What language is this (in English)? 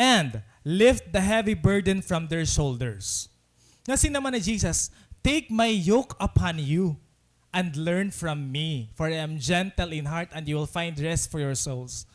Waray